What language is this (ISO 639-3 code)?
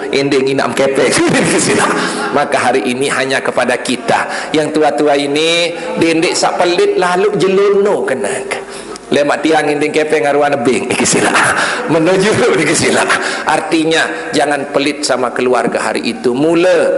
sas